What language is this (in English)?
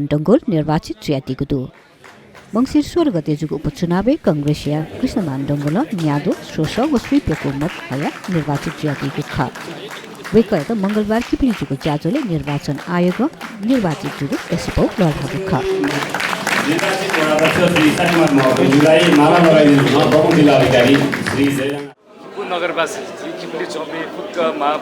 Newari